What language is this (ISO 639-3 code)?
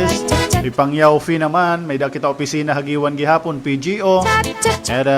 war